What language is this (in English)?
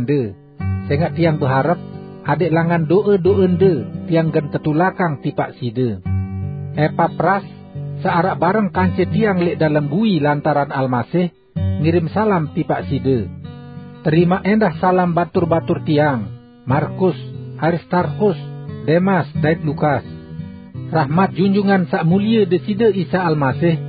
Sasak